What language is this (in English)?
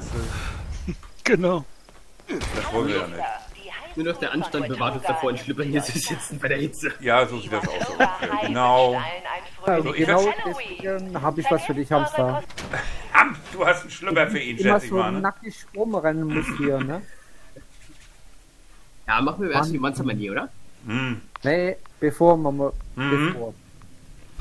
German